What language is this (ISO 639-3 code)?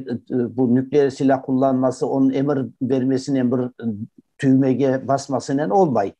crh